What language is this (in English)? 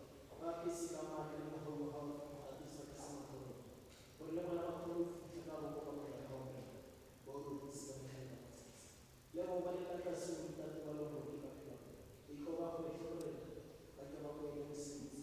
Tswana